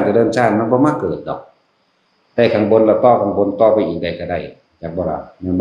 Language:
Northeastern Thai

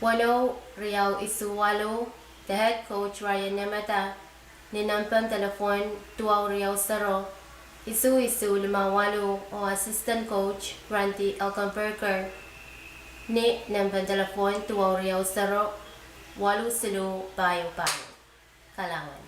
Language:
Pohnpeian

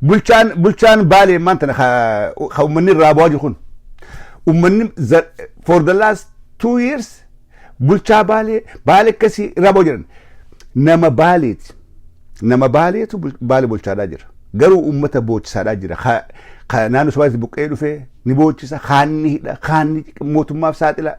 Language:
Oromo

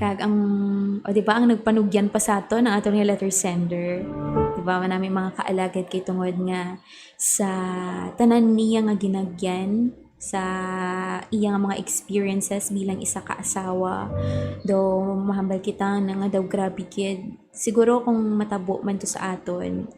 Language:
Hiligaynon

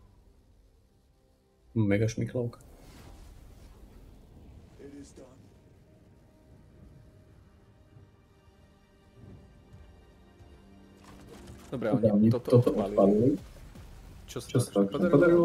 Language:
Slovak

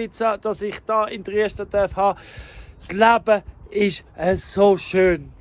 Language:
Swiss German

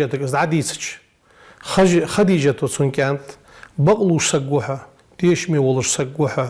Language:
Ingush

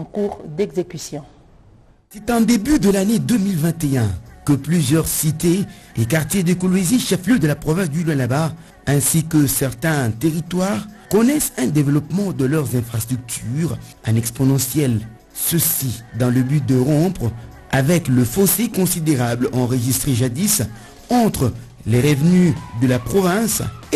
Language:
French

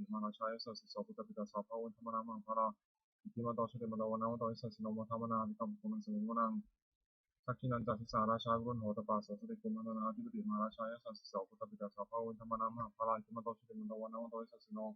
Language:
Pali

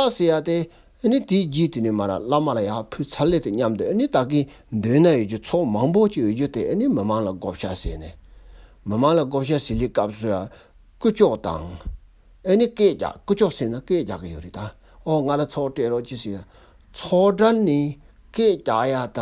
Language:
Tibetan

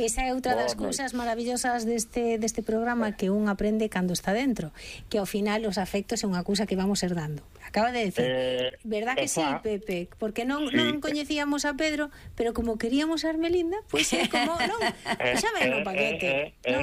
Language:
Galician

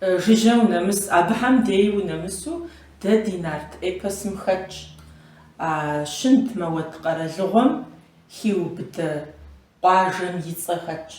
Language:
Kabardian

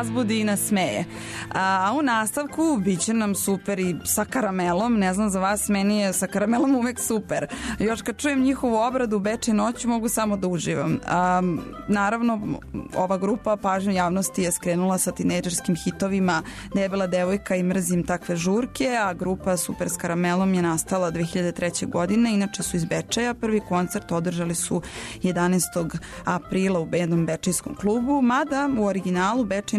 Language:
Serbian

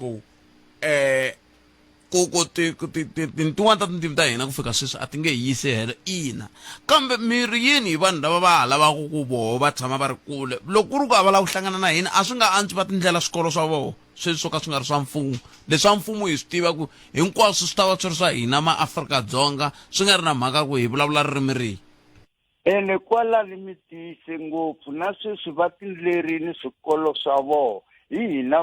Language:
Tsonga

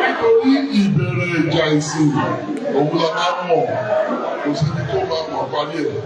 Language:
Yoruba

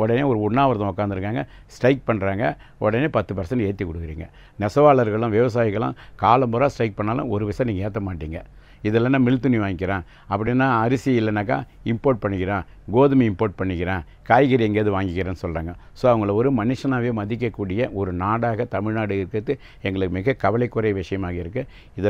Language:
Tamil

